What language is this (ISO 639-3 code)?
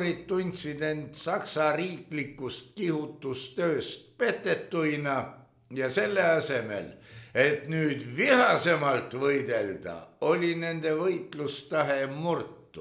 est